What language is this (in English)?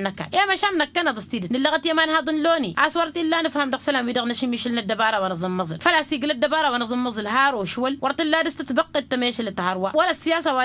Tamasheq